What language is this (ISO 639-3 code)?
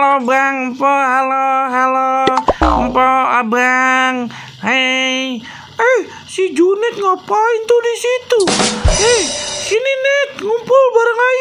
bew